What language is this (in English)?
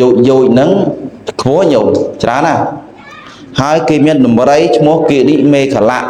Khmer